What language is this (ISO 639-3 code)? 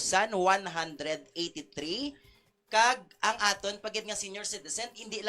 hil